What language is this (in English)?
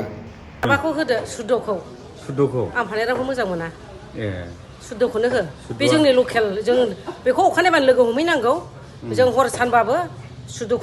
Bodo